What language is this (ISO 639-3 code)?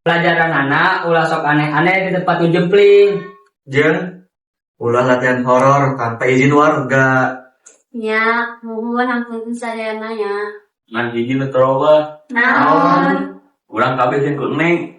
sun